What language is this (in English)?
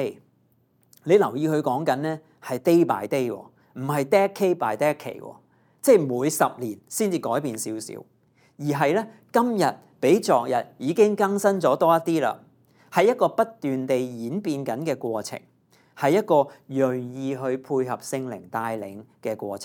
Cantonese